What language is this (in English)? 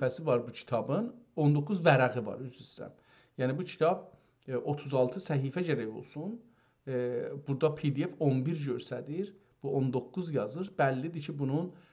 South Azerbaijani